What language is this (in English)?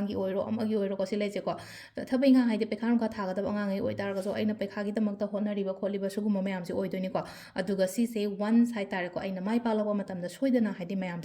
Manipuri